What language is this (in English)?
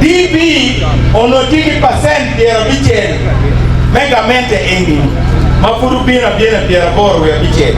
Acoli